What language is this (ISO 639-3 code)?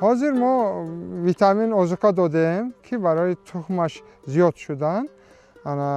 tgk